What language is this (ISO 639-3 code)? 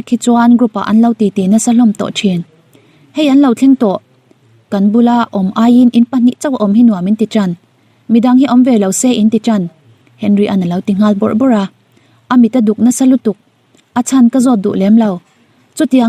lus